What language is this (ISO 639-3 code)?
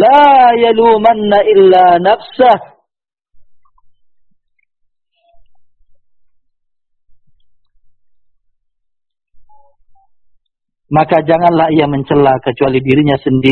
ind